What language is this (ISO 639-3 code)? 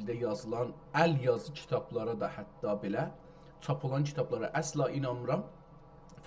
azb